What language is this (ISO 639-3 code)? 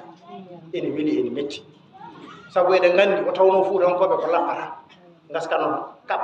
ful